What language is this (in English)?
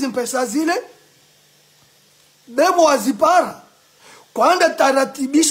Swahili